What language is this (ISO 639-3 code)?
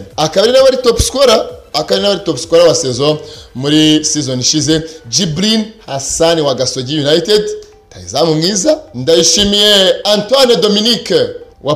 kin